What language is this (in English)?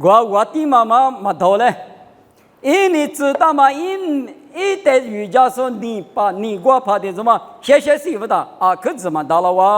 Lisu